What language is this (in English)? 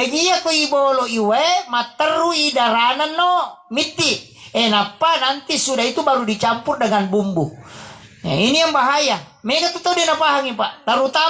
Buginese